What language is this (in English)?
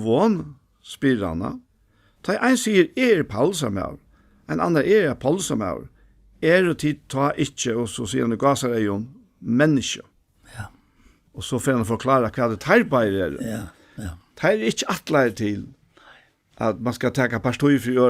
Faroese